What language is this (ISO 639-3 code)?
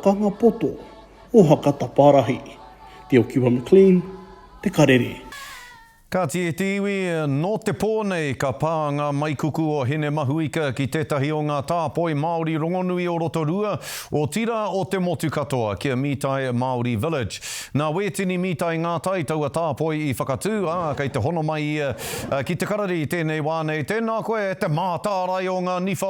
mri